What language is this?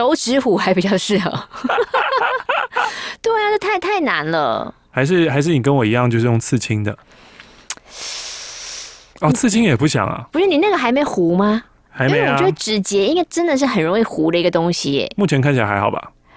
Chinese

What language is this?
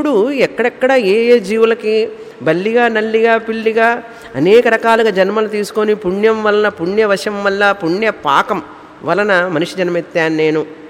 Telugu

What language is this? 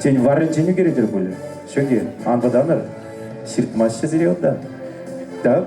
Chuvash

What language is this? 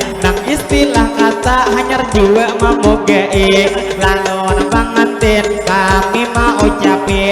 Banjar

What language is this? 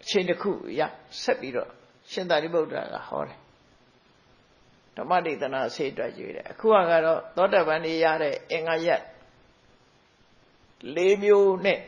Burmese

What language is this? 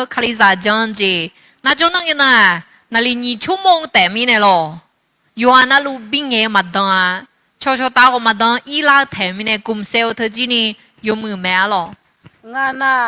Akha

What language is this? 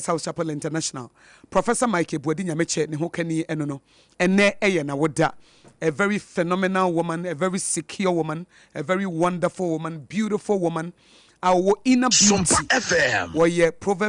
Akan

